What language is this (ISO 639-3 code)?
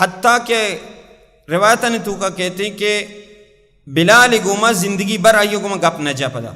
bal